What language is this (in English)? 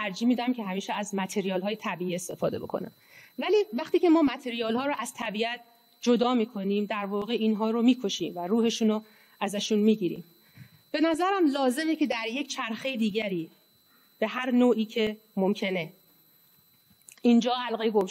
Persian